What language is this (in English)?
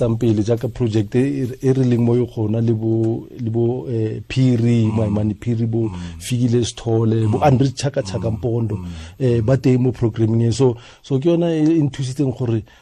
Tswana